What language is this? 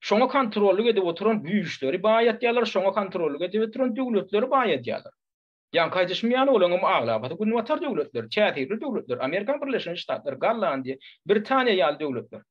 Turkmen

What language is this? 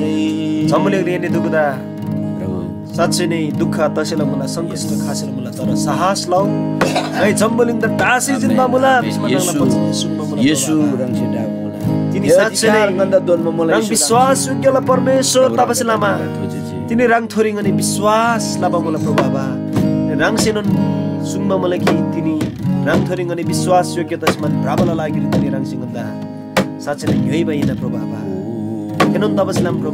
Eastern Tamang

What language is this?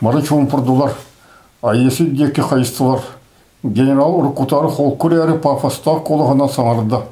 Yakut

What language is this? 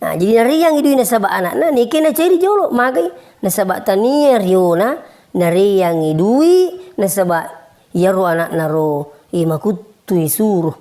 Buginese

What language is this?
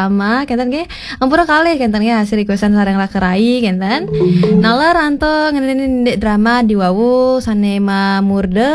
Balinese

